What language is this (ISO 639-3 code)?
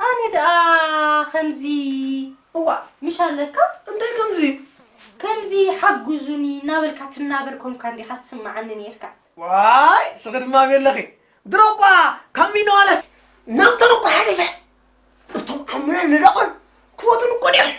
tir